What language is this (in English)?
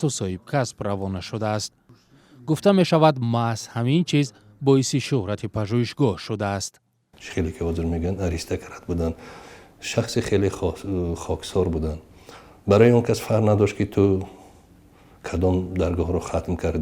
Tajik